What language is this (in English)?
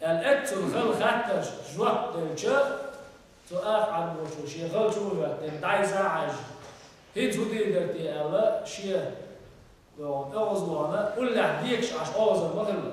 Chechen